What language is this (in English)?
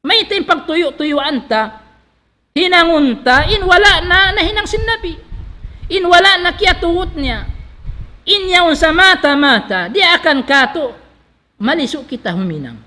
Tausug